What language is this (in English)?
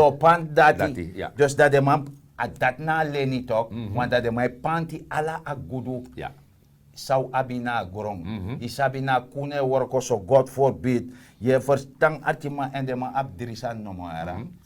Sranan Tongo